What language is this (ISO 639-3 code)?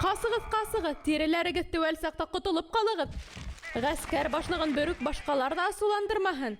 bak